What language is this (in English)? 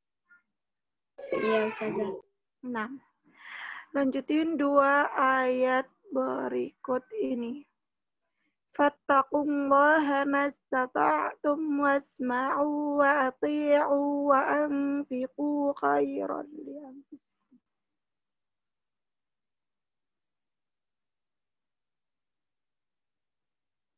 Indonesian